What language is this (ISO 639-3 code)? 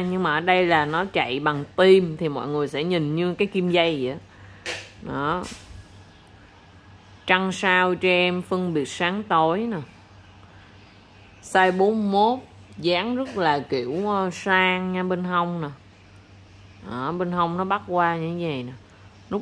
vie